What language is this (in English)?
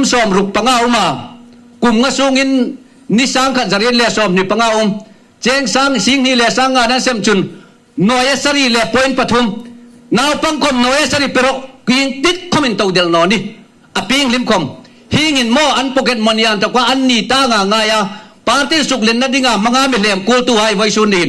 Hmar